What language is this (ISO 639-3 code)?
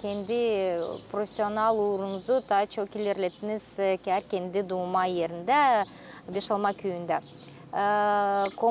gag